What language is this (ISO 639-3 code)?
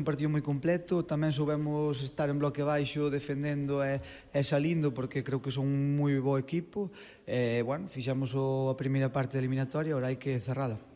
glg